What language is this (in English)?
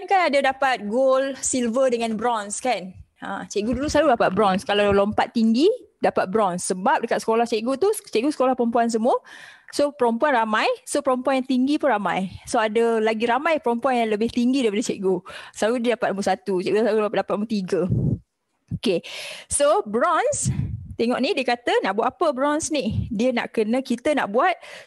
Malay